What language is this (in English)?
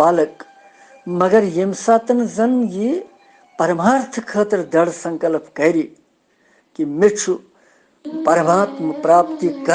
Kashmiri